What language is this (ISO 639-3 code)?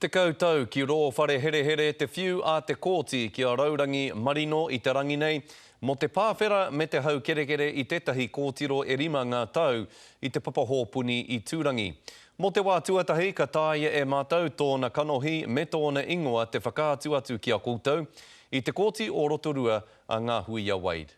mri